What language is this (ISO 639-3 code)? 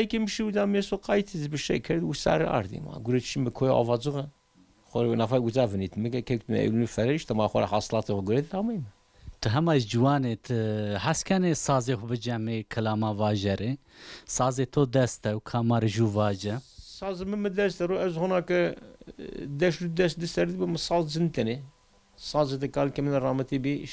zza